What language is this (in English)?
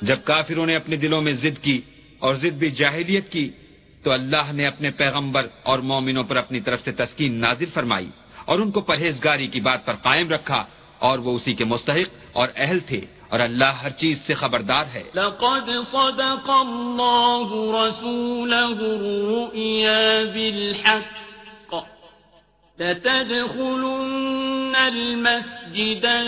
Urdu